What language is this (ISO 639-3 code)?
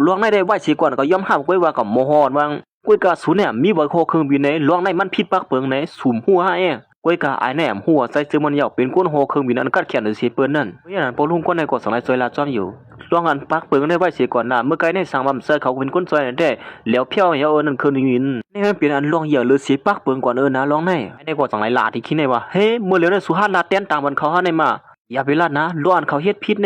shn